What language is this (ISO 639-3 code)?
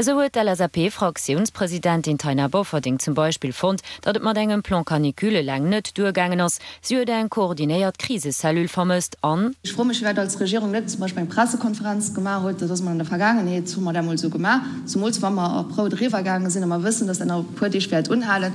ltz